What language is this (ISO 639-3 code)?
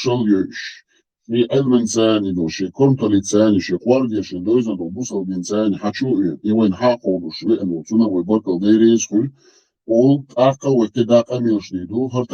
che